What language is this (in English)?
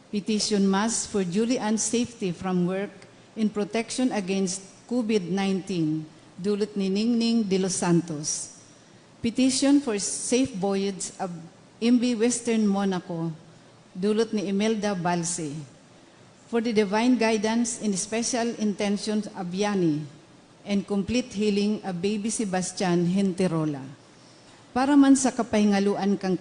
Bikol